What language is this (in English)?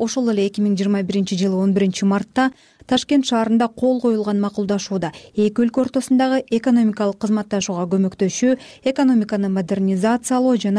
Kyrgyz